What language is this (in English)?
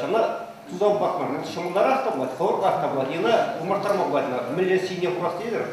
Chuvash